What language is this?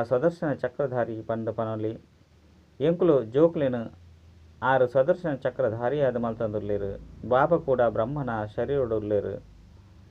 Tulu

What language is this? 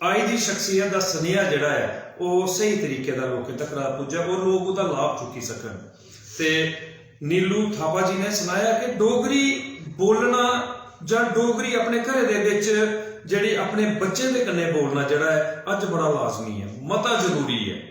Dogri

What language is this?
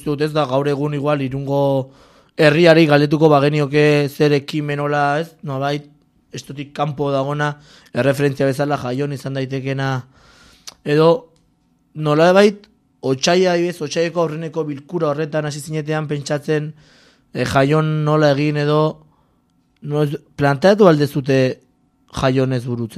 Basque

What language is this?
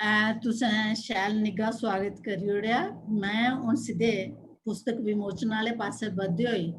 Dogri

